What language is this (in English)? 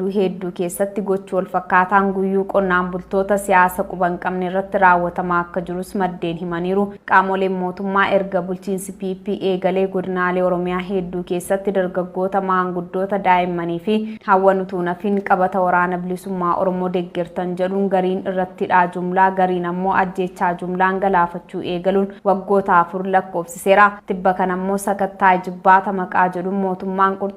Oromo